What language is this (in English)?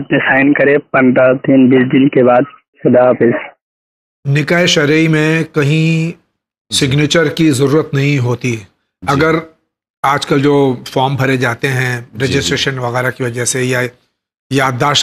Urdu